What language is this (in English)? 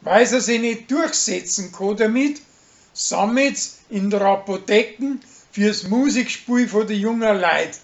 Bavarian